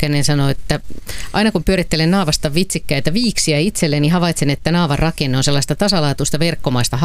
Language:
Finnish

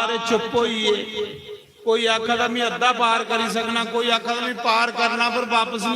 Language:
Dogri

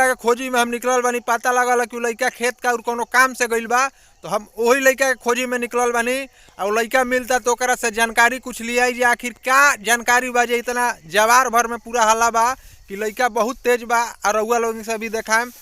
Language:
Bhojpuri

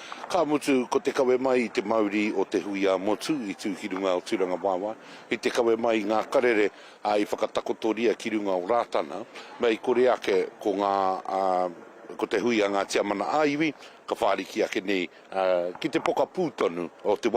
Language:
Māori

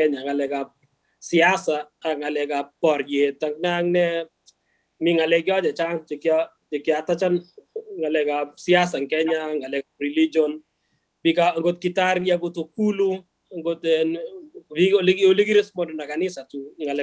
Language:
Kalenjin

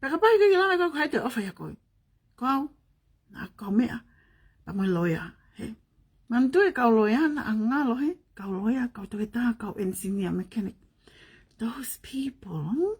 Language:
Tongan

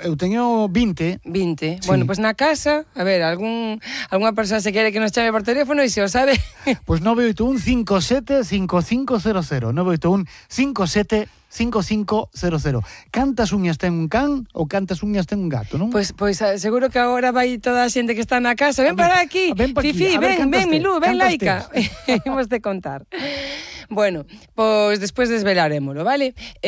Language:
Galician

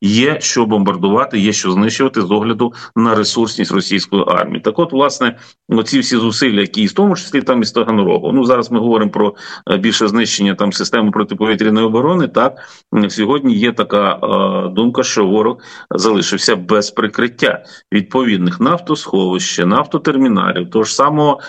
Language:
Ukrainian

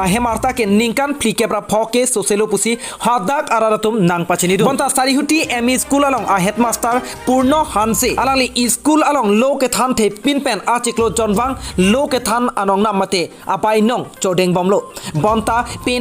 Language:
Karbi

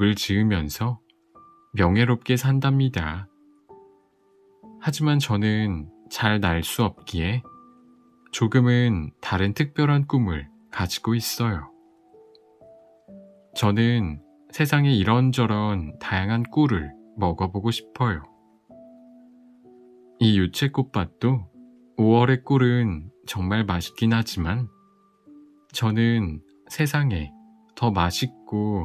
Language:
Korean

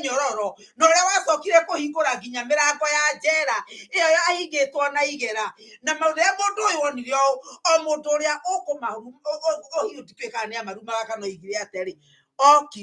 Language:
Kikuyu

